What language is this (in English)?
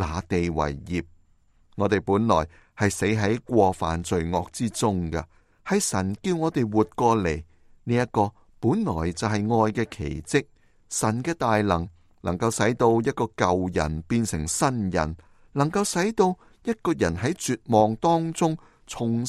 Cantonese